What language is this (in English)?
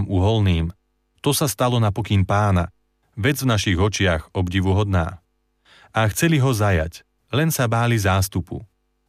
Slovak